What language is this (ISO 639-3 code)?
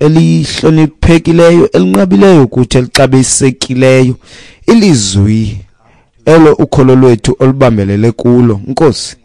xho